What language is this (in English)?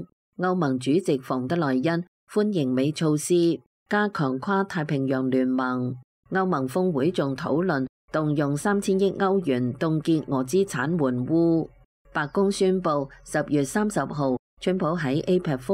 Cantonese